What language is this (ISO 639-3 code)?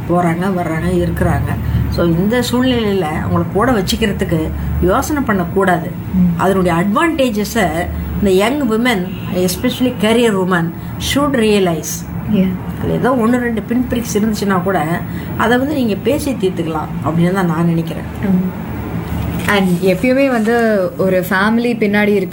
tam